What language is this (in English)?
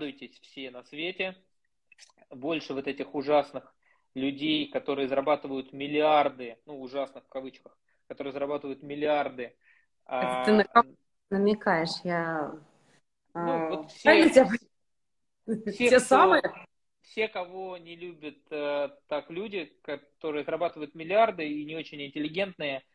Russian